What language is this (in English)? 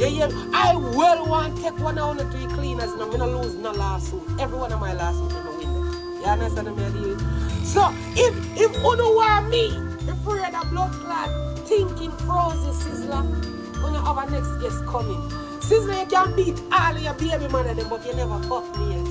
Jamaican Creole English